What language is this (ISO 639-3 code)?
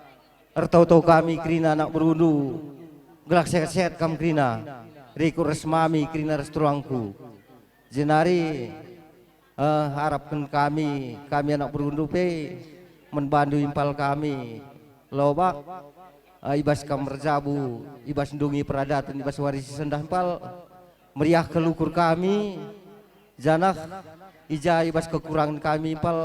btx